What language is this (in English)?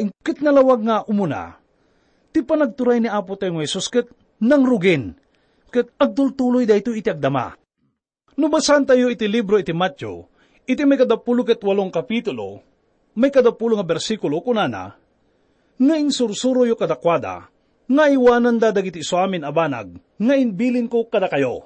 Iloko